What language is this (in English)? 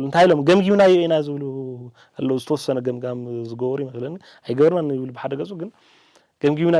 Tigrinya